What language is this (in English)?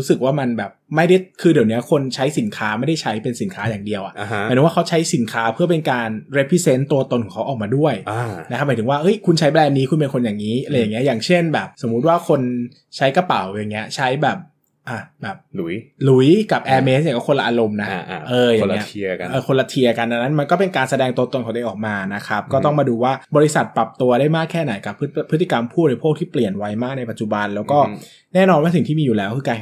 Thai